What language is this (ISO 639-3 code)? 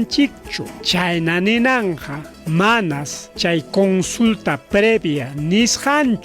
quy